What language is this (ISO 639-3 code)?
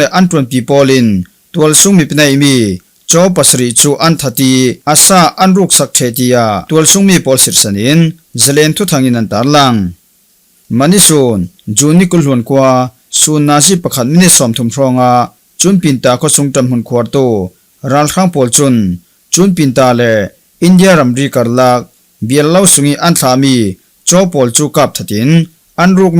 cfm